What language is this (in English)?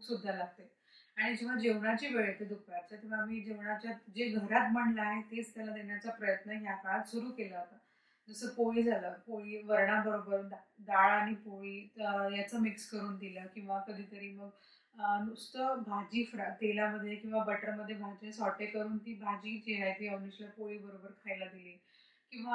Marathi